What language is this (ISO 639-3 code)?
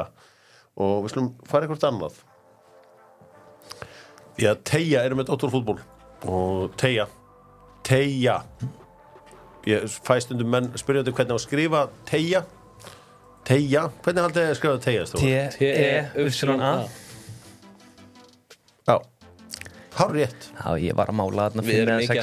isl